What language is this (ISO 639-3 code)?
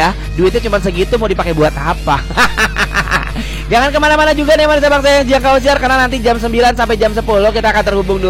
ind